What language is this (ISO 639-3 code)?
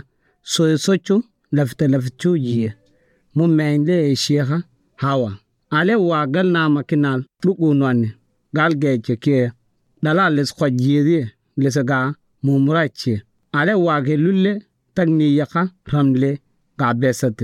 som